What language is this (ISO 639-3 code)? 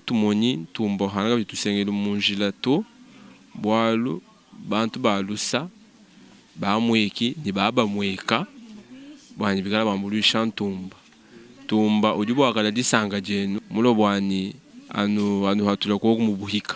lua